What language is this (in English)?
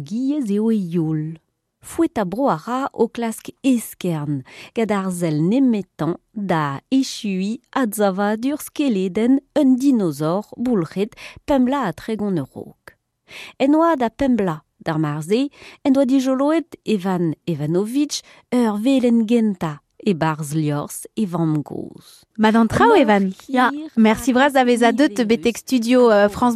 Breton